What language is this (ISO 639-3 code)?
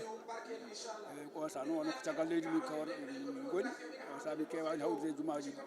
ful